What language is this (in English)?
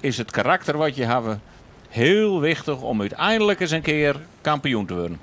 Western Frisian